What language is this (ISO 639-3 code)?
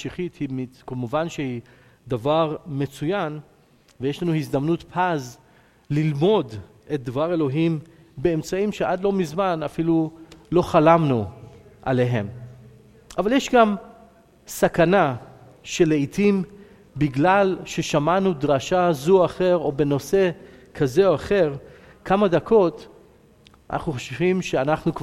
heb